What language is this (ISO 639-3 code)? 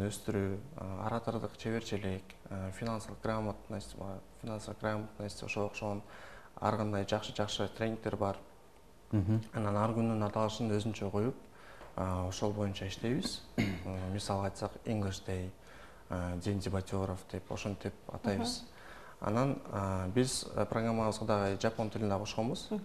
kir